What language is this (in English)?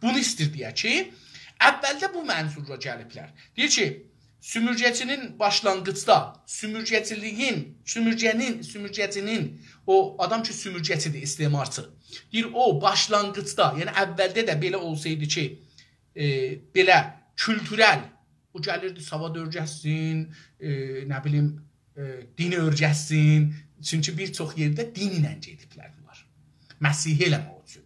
South Azerbaijani